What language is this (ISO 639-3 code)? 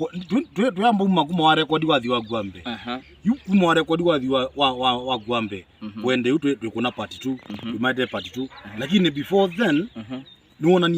kam